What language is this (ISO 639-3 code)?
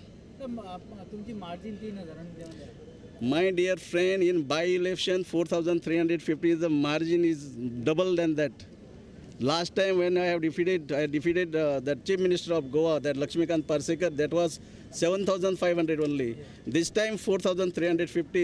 kok